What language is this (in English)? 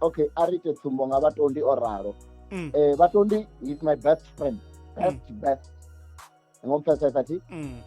Venda